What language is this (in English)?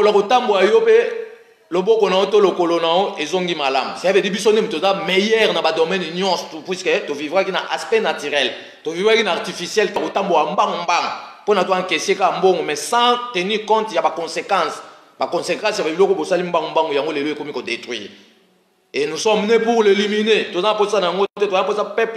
Lingala